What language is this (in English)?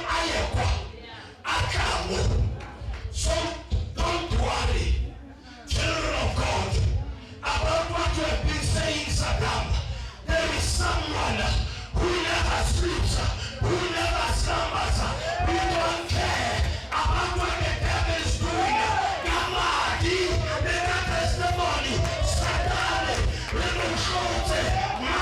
Northern Sotho